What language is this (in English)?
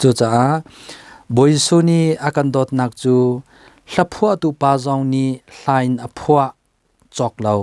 Hakha Chin